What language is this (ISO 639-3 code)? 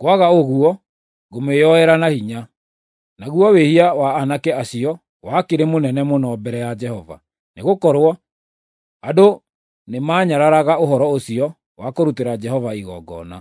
kik